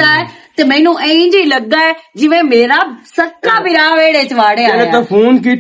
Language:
Western Panjabi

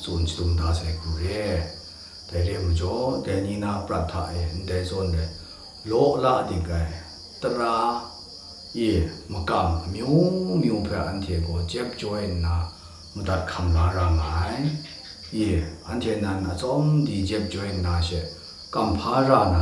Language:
Kachin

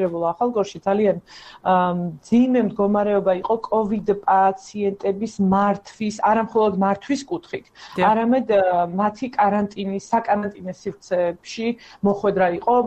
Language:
Georgian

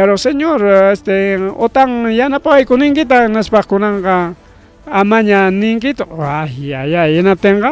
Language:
Ayacucho Quechua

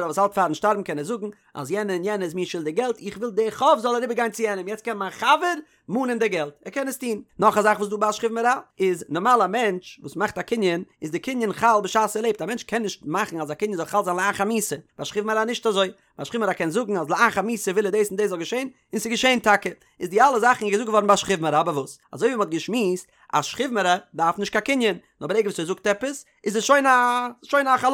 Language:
Yiddish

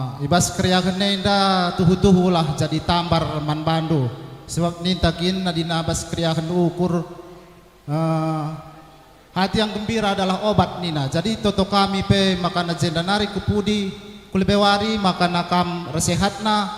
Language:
Batak Karo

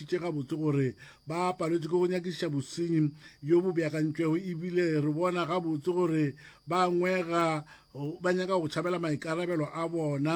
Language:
Northern Sotho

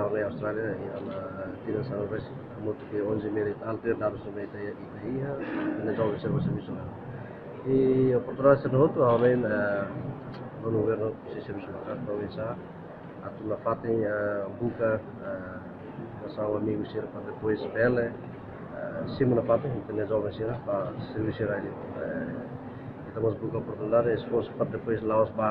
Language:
Tetum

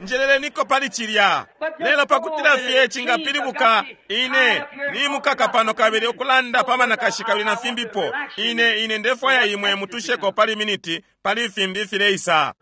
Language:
Bemba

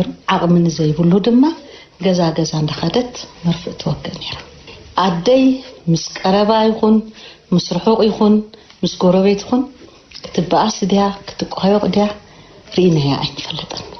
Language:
Tigrinya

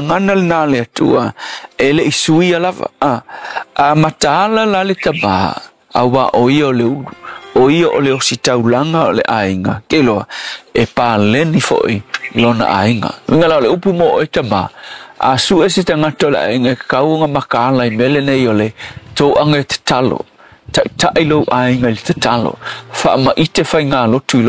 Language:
Samoan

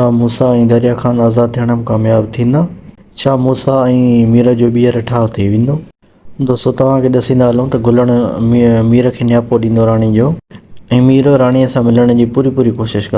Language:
Sindhi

